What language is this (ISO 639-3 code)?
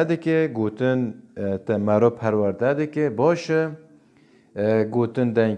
kur